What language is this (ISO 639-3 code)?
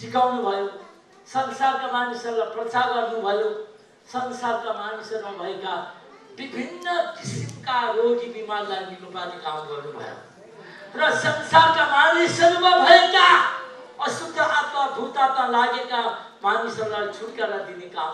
nep